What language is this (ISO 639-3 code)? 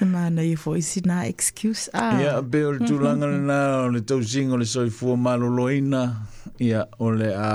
smo